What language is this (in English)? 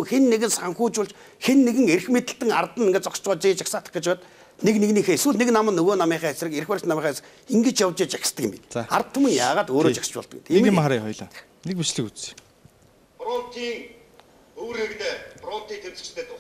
Mongolian